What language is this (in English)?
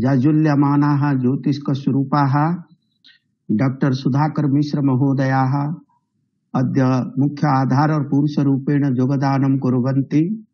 Sanskrit